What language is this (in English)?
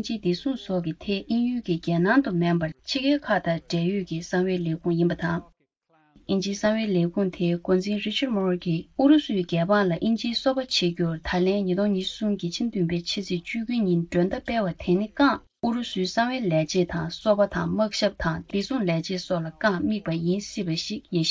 Tibetan